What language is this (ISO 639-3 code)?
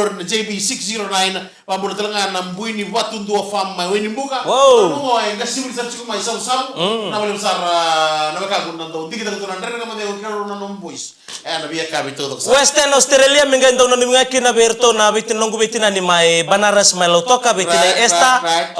fij